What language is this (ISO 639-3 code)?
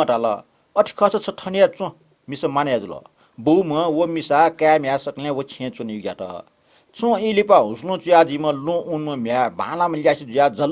new